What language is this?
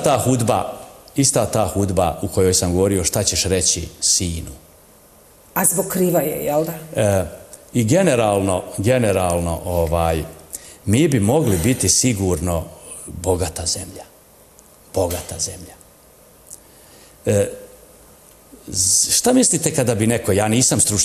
Bosnian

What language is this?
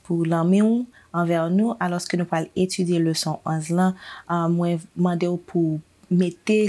Haitian Creole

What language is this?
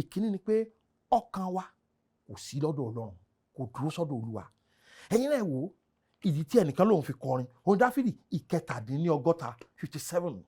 Yoruba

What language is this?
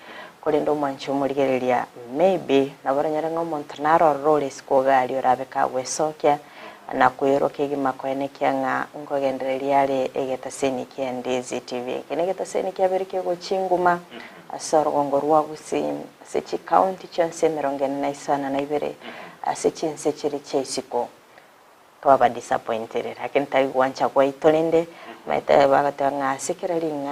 Gusii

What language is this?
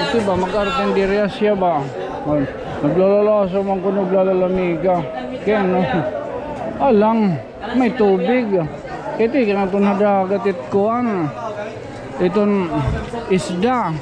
Waray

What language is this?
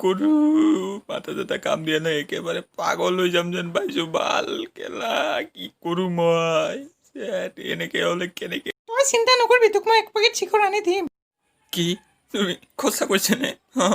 Assamese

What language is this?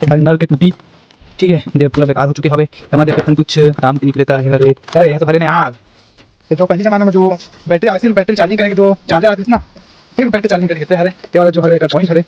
Chhattisgarhi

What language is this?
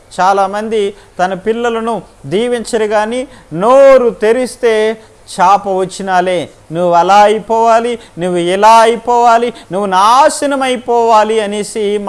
Telugu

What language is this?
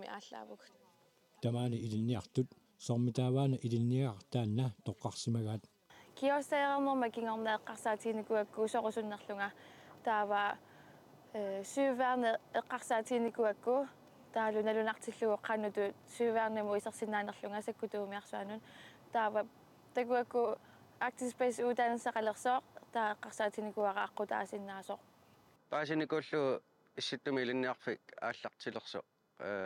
Kalaallisut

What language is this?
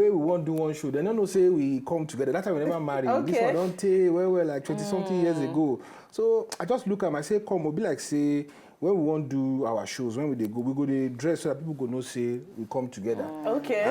Nigerian Pidgin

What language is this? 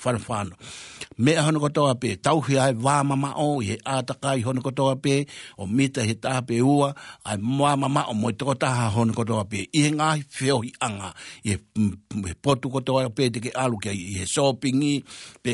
Tongan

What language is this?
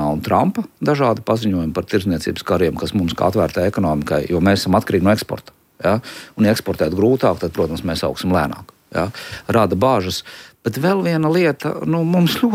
Latvian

